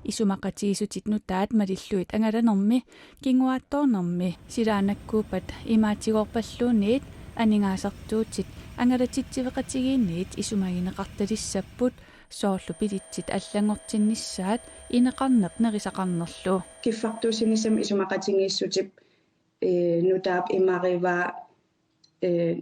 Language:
Kalaallisut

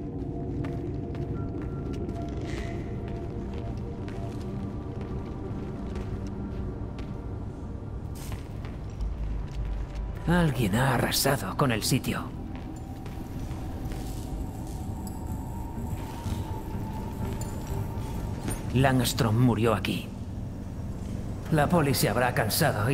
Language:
Spanish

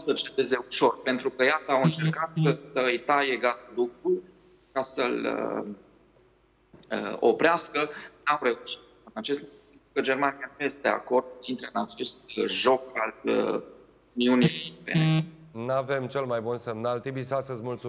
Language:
Romanian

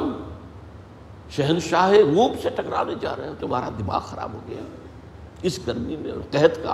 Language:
Urdu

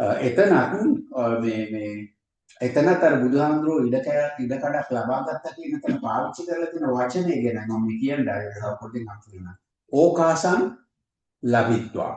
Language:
Sinhala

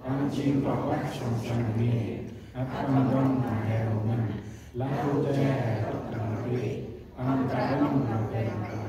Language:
Central Mnong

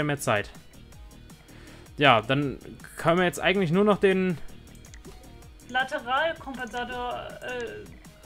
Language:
German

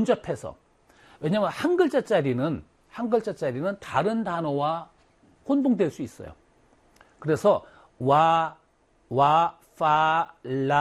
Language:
Korean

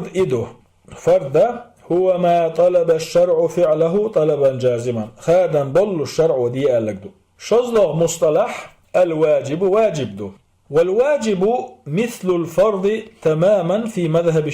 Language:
Chechen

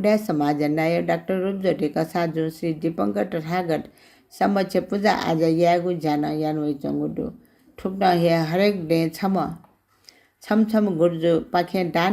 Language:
Newari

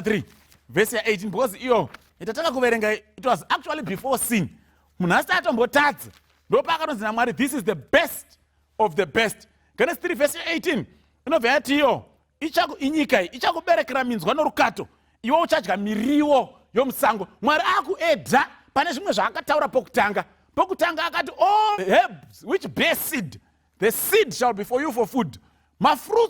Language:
Shona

